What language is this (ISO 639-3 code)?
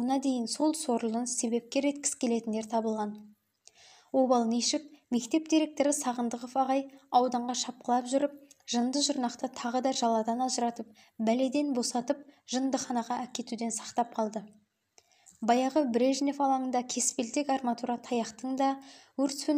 kaz